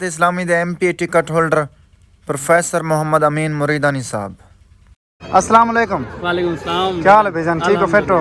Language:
Saraiki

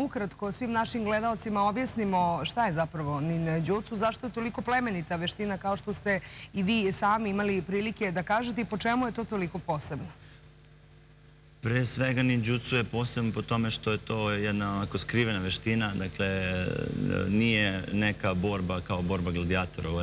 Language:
Serbian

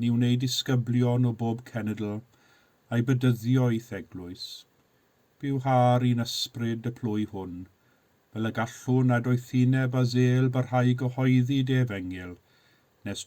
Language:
Welsh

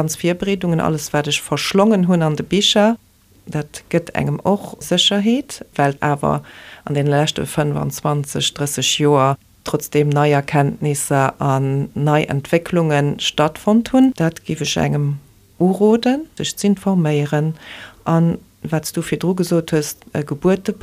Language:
Luxembourgish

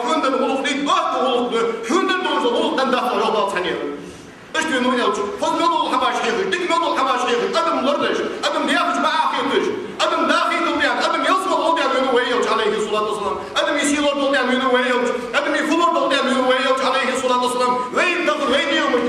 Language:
Ingush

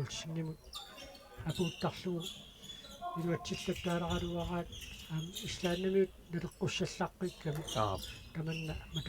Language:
Kalaallisut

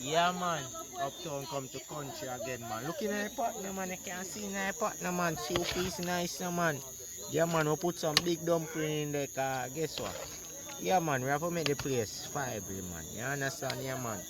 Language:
Jamaican Creole English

